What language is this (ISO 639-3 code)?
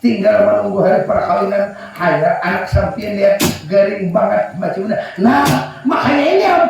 bjn